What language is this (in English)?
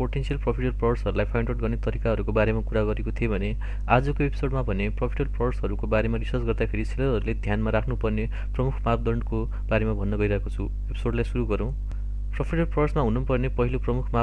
Nepali